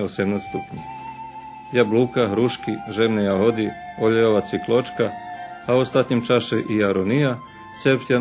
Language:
Rusyn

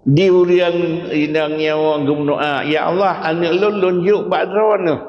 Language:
Achinese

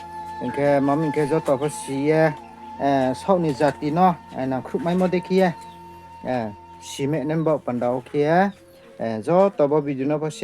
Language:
Riang (India)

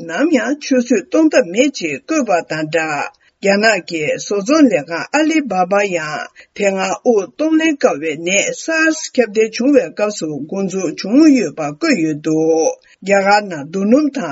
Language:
Tibetan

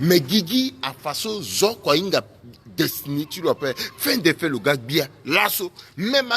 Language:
Sango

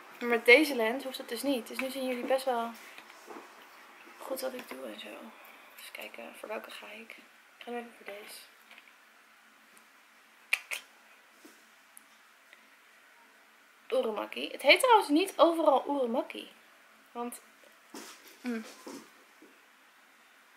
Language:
Dutch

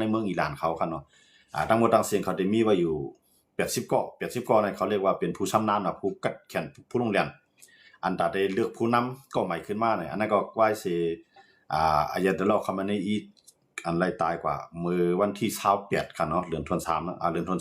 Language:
Shan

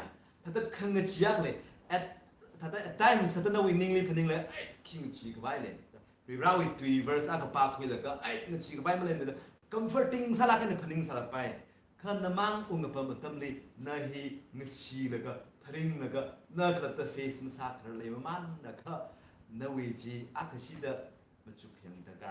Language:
Tangkhul Naga (India)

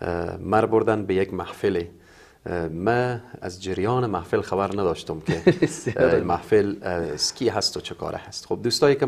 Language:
Persian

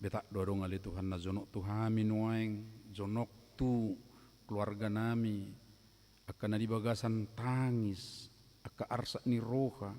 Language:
Batak Toba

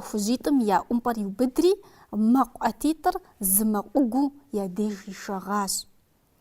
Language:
Kabardian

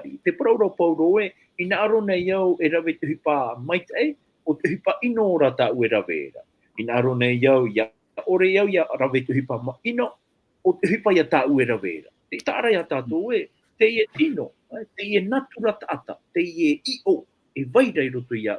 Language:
Tahitian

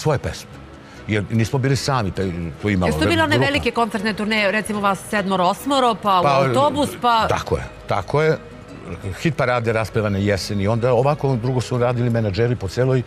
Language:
Serbian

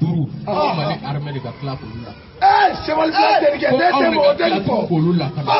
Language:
Bambara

